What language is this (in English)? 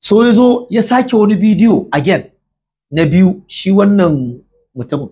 Hausa